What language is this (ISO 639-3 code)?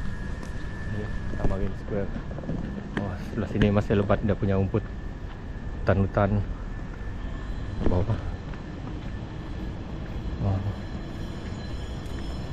msa